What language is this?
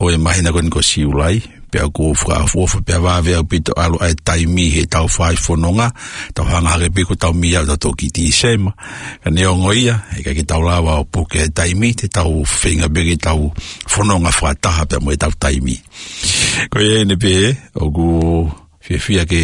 Tongan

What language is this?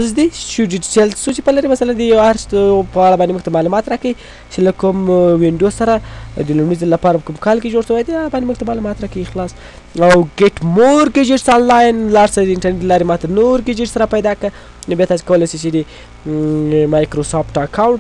Pashto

